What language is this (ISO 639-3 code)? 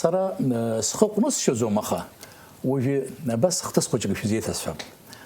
abk